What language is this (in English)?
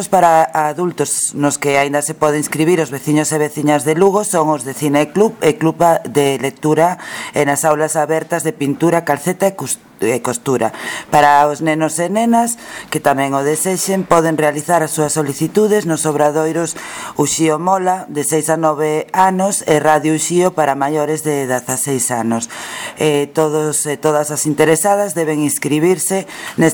Galician